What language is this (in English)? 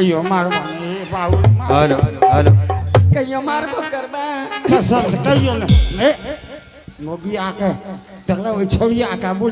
Angika